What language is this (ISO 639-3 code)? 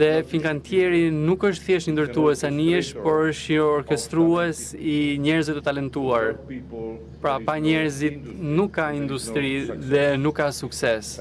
sqi